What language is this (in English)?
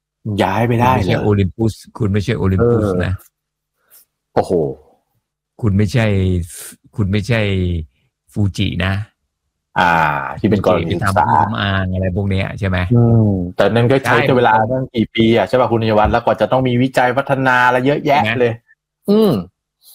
Thai